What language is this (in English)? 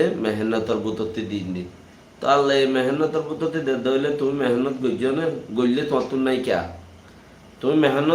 Rohingya